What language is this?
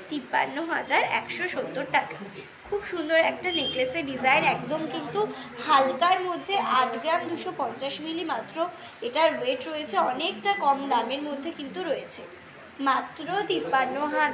Bangla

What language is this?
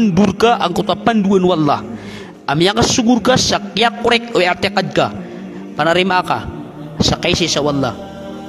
Maranao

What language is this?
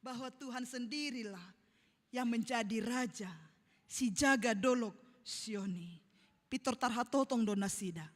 Batak Toba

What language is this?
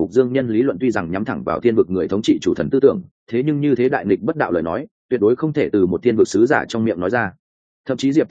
Vietnamese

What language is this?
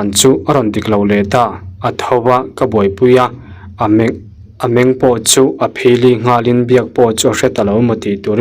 Mizo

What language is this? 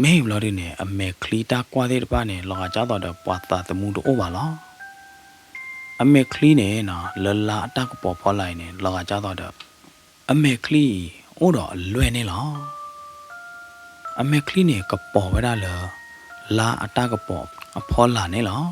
S'gaw Karen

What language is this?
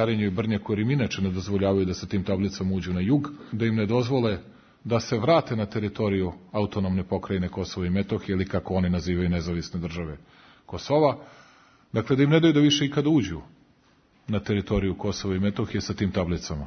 Serbian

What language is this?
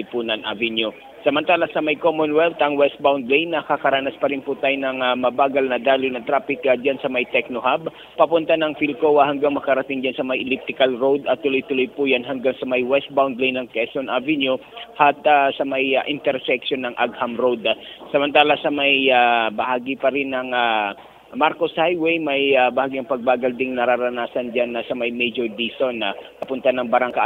Filipino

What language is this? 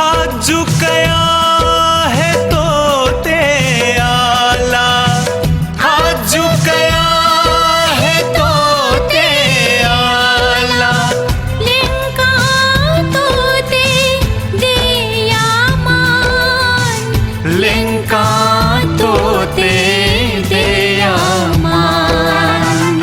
Newari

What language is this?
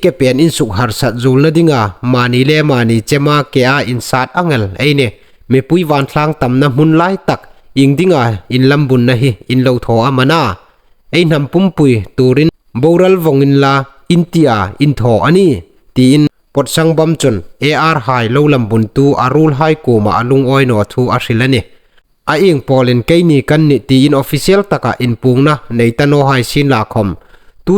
Hmar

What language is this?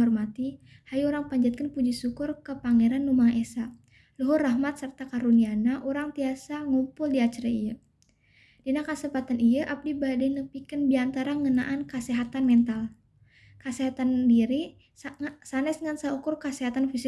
Sundanese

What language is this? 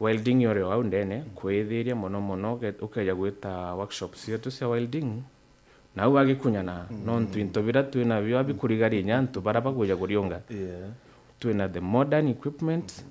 Meru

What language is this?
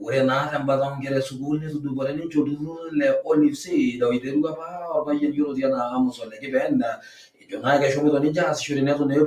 Masai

